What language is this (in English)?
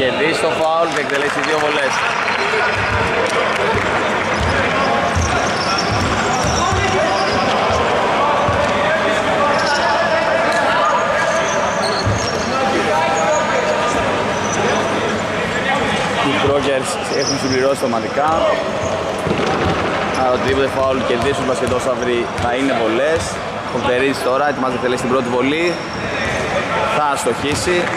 Greek